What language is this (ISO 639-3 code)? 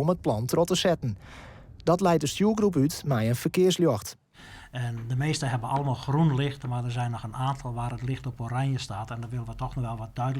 fry